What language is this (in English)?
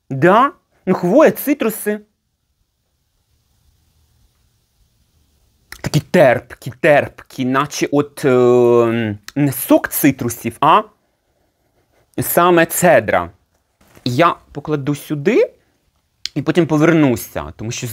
Ukrainian